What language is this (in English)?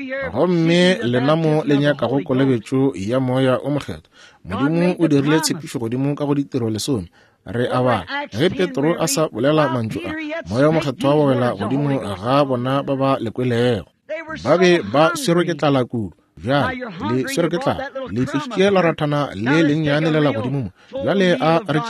Northern Sotho